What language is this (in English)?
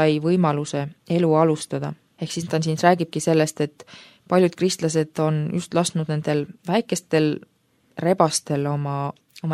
Estonian